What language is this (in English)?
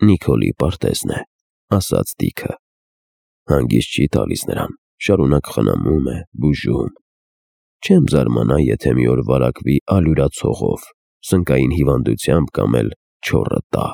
Armenian